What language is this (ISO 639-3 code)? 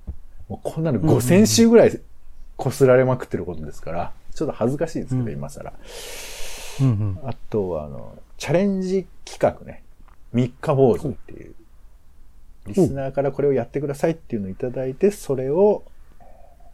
jpn